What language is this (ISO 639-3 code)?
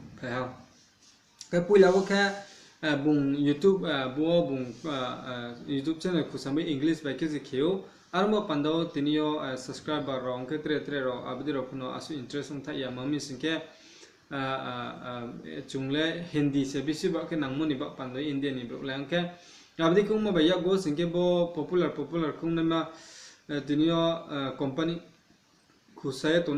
ria